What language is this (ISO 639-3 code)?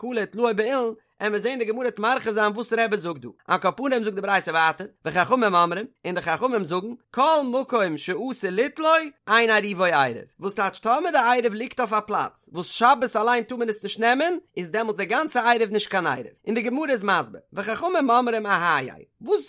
yid